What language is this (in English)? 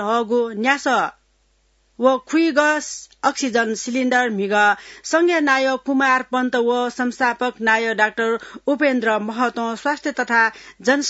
Newari